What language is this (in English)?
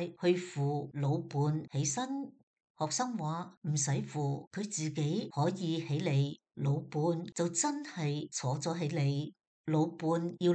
Cantonese